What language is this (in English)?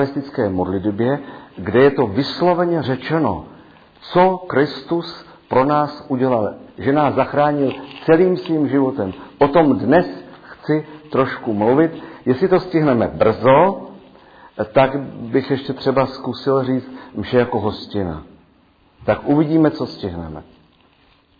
Czech